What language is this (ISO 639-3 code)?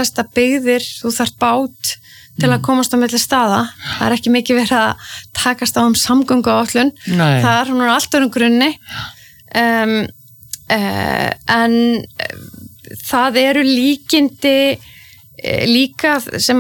isl